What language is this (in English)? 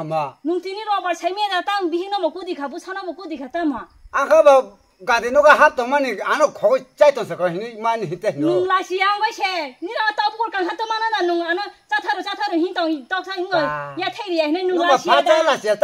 Kok Borok